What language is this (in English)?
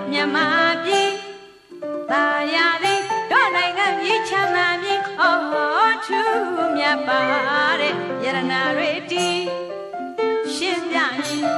Burmese